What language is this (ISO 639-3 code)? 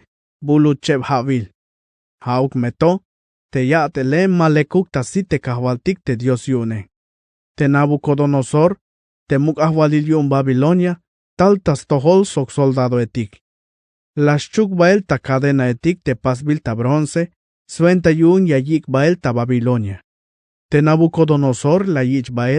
tzh